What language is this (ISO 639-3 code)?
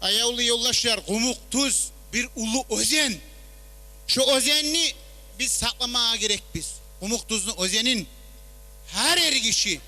kum